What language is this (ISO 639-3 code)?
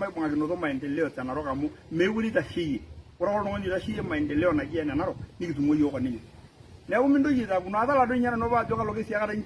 mas